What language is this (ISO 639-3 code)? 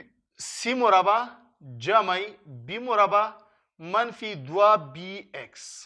pus